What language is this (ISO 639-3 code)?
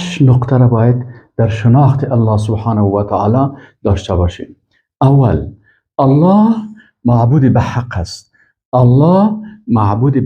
fas